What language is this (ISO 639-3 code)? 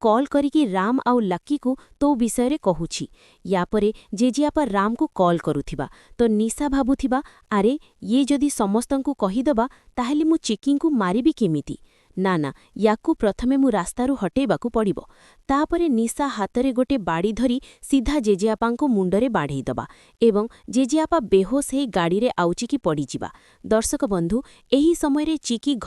ori